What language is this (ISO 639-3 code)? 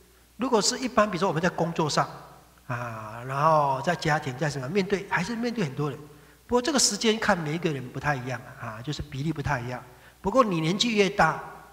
zho